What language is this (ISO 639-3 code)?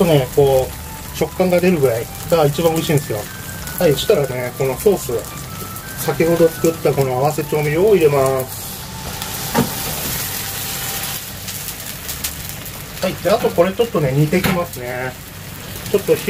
jpn